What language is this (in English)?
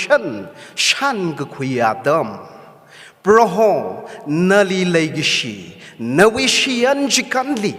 Tangkhul Naga (India)